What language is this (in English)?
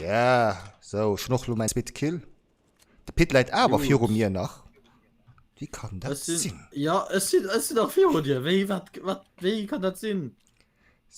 Luxembourgish